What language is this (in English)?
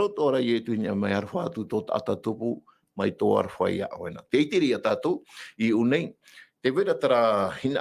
Tahitian